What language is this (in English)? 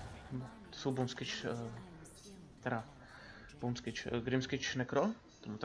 Czech